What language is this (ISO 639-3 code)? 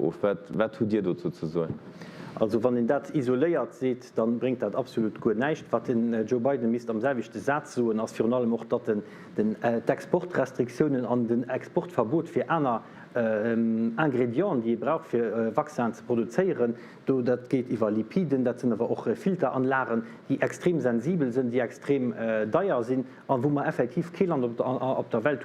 ltz